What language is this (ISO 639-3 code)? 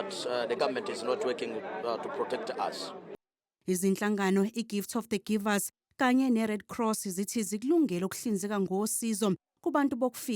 zul